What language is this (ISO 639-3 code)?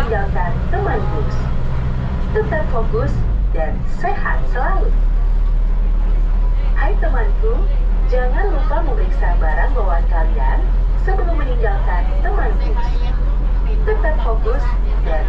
ind